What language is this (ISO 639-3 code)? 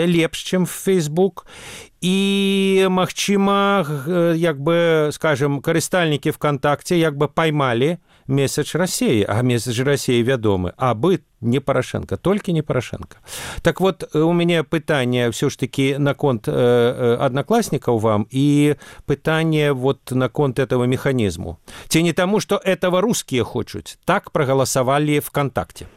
bel